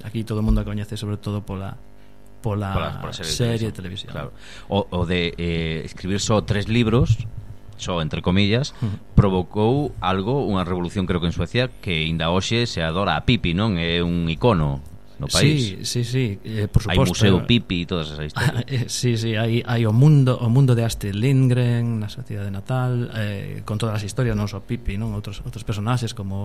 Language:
Galician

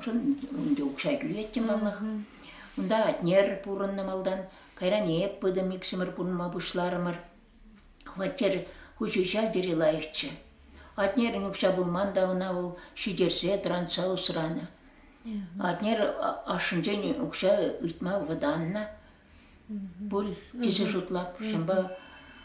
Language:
Chuvash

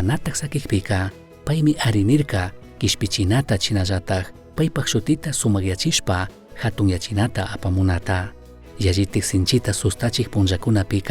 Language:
Chimborazo Highland Quichua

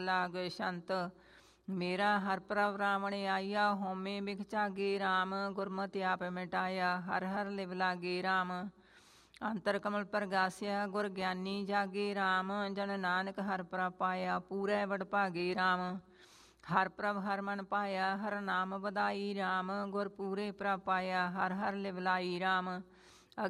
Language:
Punjabi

